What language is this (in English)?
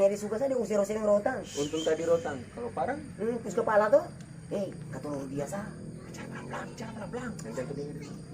Ambonese Malay